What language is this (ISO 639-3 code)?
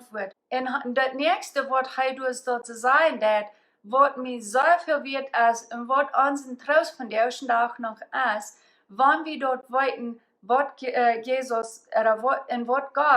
pdt